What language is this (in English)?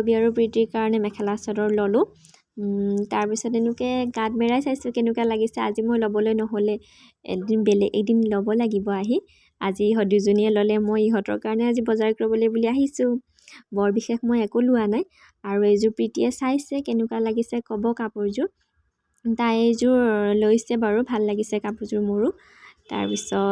Assamese